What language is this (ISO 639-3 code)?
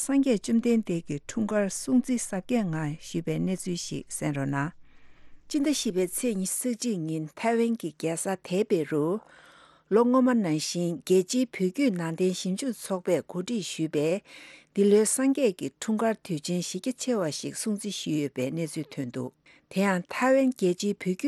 bod